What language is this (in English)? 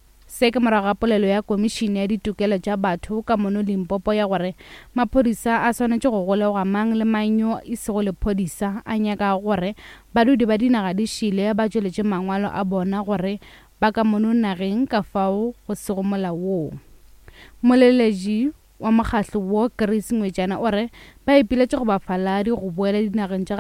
Northern Sotho